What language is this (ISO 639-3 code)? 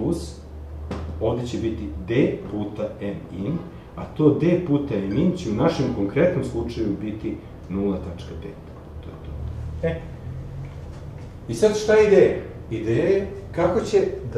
srp